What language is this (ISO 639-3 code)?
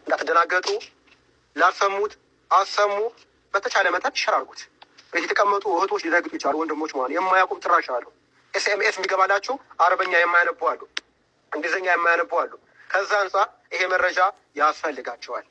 amh